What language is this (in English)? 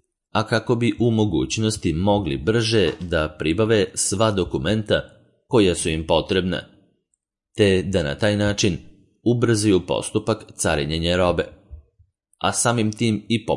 Serbian